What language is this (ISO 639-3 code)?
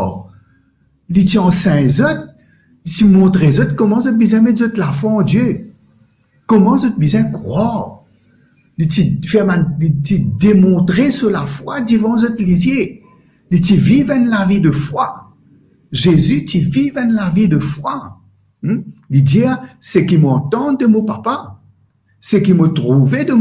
mfe